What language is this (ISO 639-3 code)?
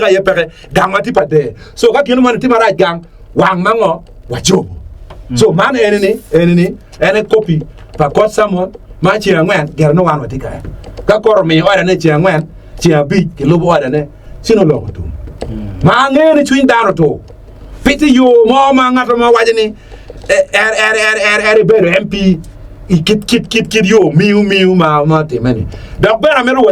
ach